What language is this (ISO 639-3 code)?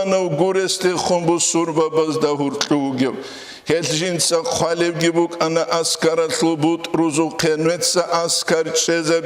ava